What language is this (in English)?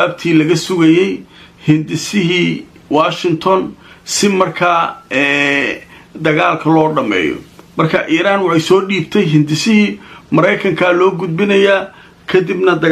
Somali